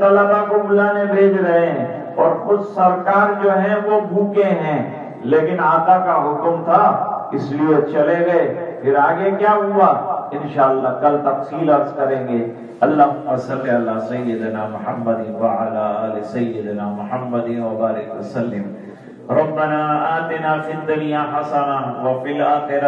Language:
Urdu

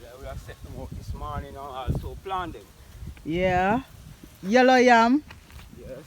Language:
Jamaican Creole English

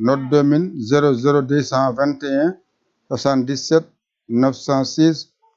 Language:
Fula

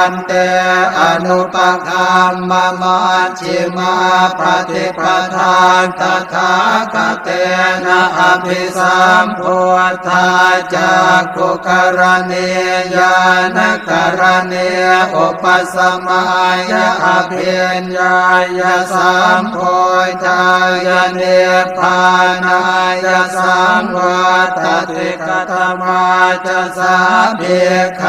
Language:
Pali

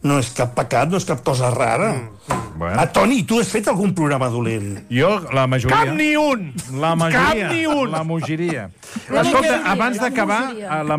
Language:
Catalan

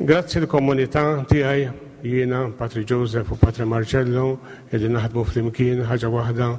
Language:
Maltese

